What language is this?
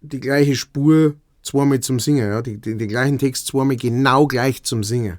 Bavarian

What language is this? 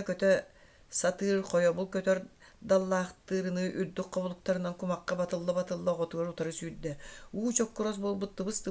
Yakut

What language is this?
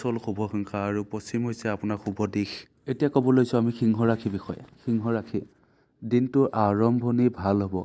Assamese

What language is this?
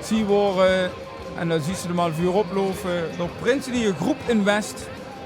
Limburgish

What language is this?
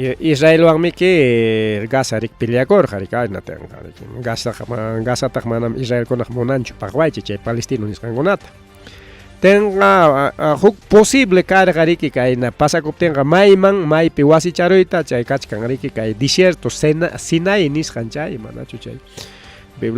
Ayacucho Quechua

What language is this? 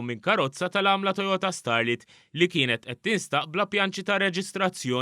Maltese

